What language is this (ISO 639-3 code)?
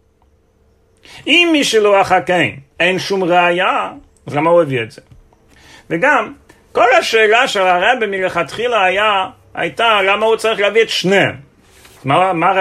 heb